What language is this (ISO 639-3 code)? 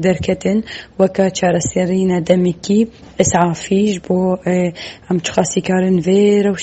kur